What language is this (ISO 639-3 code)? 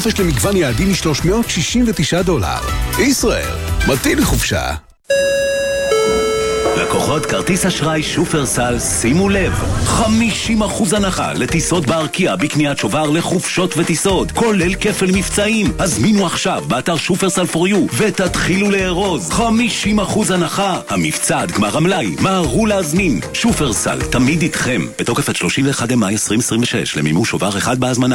heb